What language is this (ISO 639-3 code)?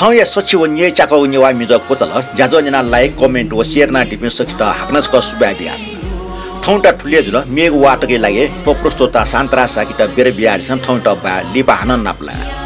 new